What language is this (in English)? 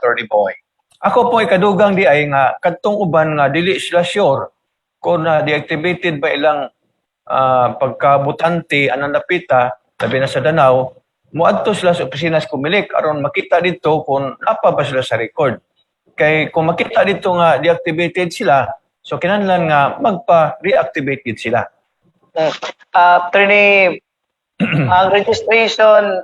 Cebuano